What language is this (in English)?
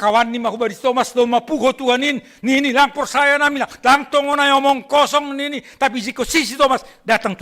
Batak Simalungun